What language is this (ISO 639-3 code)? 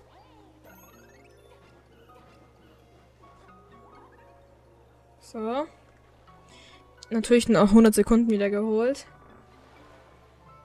deu